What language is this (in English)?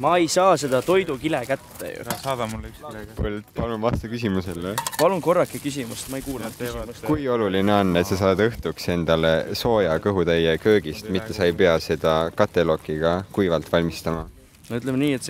Estonian